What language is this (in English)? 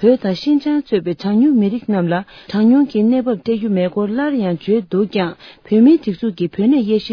Tibetan